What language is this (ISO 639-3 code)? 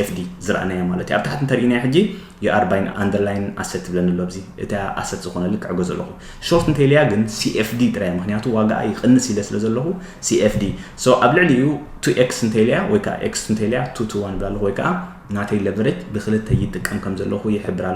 tir